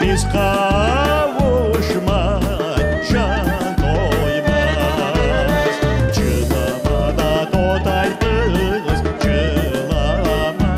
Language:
Crimean Tatar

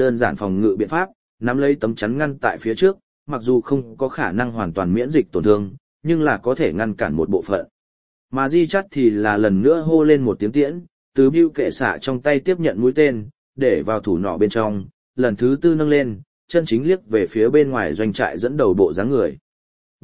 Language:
Vietnamese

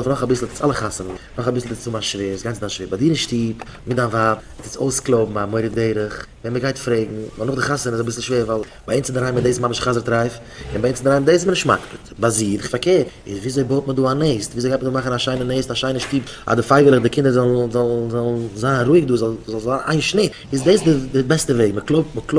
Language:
Yiddish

